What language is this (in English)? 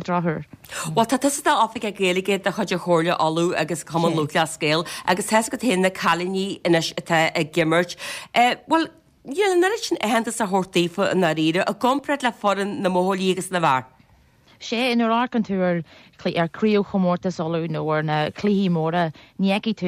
Irish